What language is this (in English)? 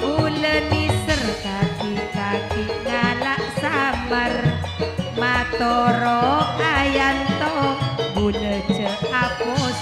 Madurese